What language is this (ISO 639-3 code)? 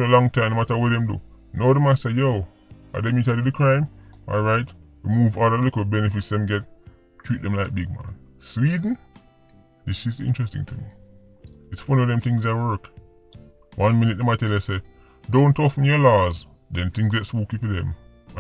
jam